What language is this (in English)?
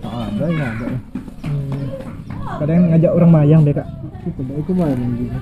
Musi